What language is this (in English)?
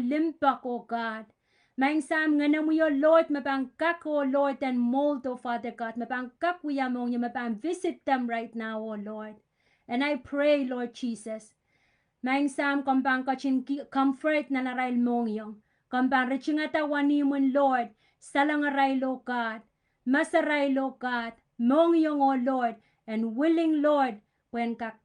Pohnpeian